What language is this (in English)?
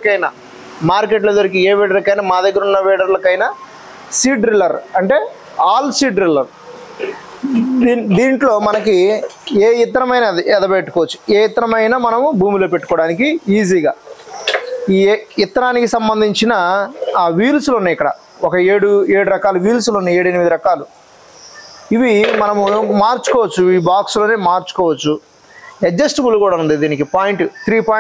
Telugu